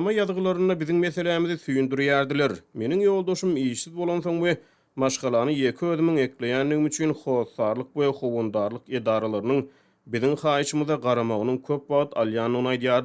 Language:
Turkmen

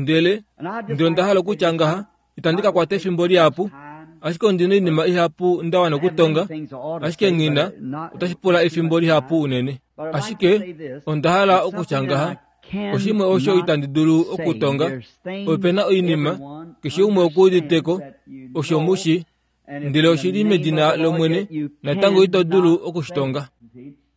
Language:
Kuanyama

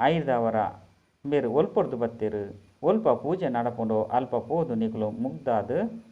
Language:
Tulu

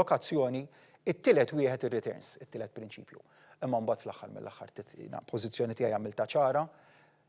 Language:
Maltese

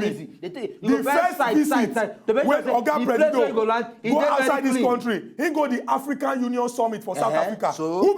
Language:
Nigerian Pidgin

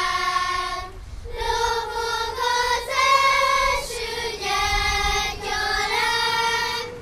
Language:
Hungarian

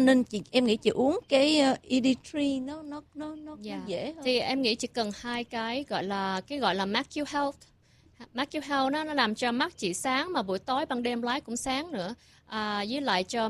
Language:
Vietnamese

